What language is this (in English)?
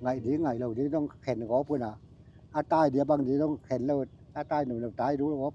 Tedim Chin